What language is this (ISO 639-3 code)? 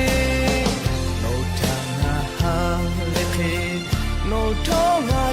lhu